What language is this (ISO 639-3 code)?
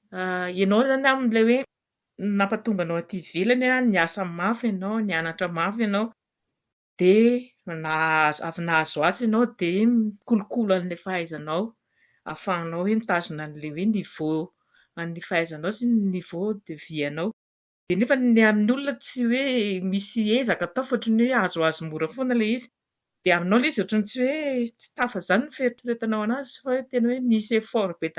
mlg